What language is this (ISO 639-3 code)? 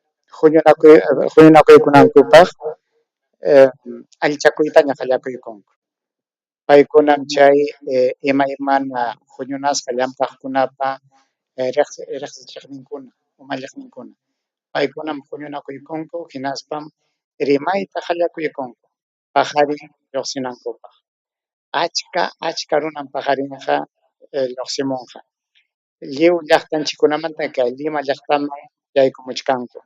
quy